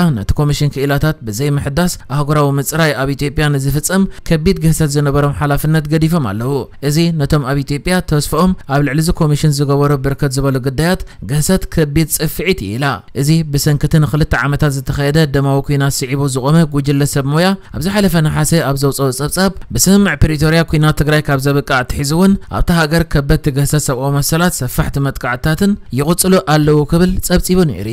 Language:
Tigrinya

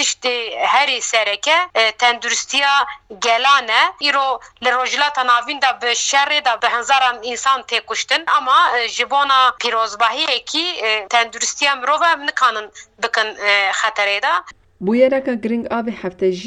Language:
Kurdish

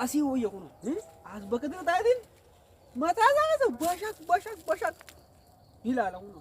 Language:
Oromo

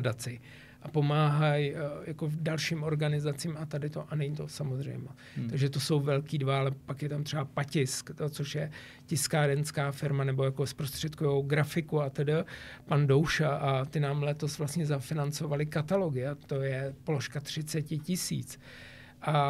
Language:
Czech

